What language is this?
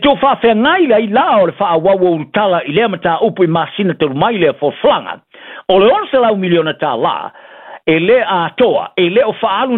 Samoan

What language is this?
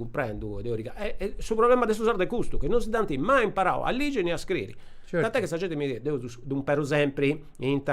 Sardinian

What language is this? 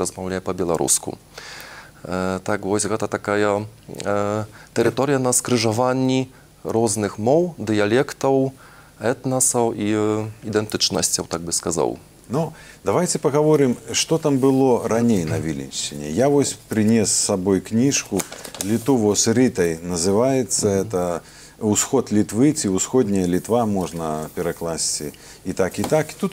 Belarusian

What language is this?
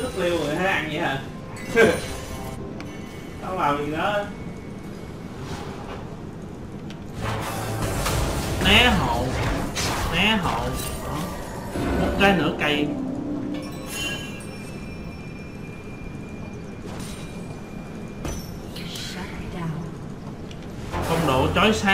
Vietnamese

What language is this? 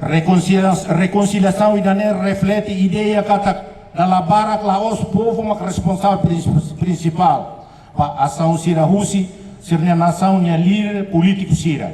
Tetum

